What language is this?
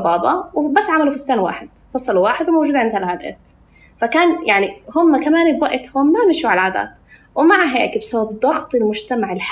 North Levantine Arabic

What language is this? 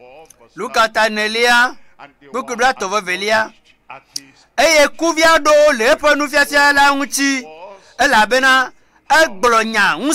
Ewe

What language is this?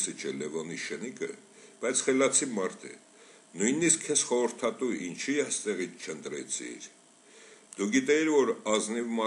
Armenian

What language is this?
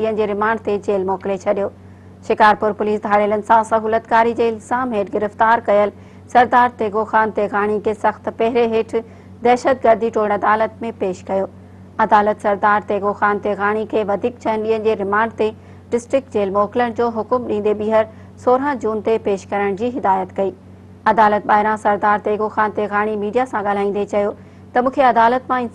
Sindhi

